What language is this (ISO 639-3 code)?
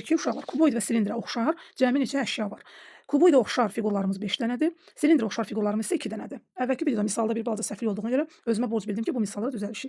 aze